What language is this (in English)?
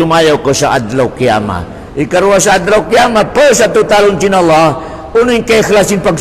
Tausug